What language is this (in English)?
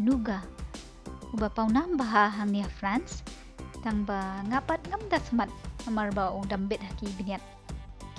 Khasi